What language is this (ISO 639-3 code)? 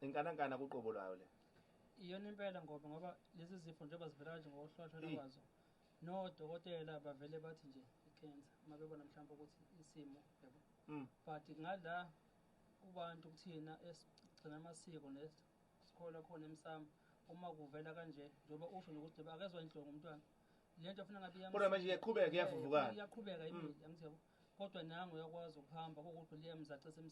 zul